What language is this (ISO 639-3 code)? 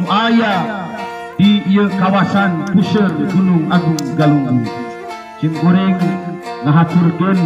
sun